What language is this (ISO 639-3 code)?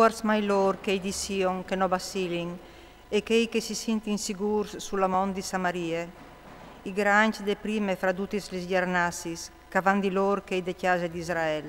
fur